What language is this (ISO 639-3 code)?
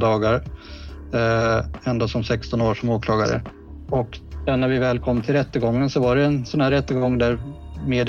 swe